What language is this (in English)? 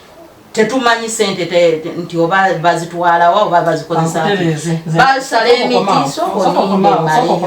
Ganda